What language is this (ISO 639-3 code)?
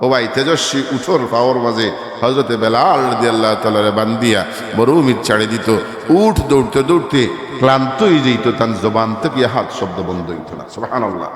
syl